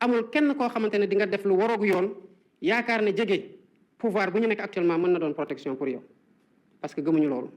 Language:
Wolof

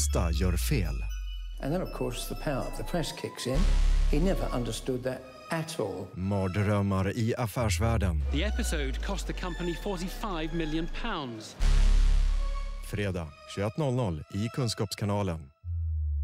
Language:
Swedish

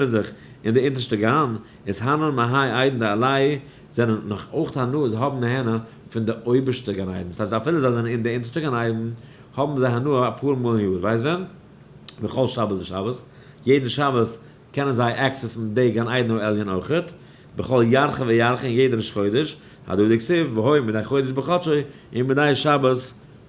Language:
Yiddish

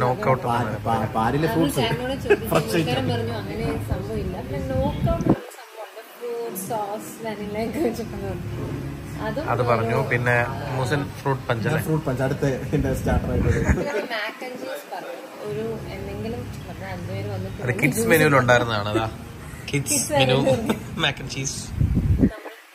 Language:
Malayalam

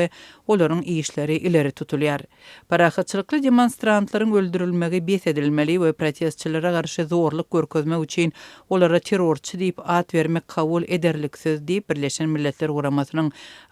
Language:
Turkmen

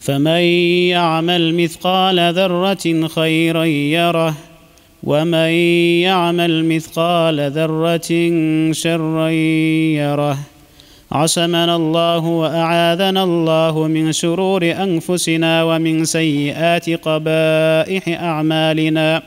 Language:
Kumyk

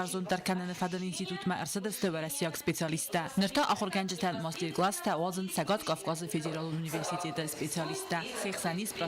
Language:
Ossetic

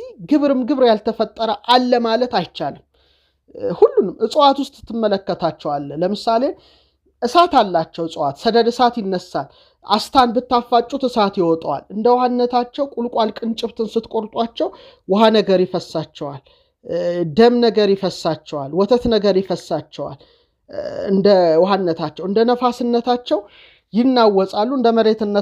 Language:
Amharic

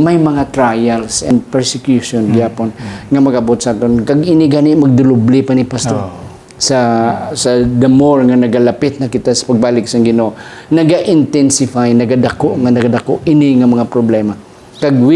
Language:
Hiligaynon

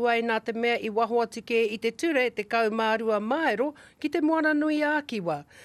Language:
Māori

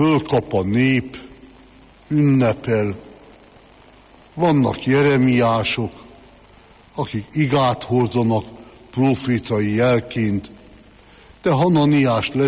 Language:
Hungarian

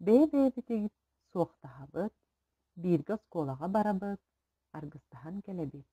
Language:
Yakut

